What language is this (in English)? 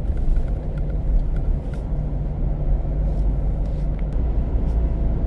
Lao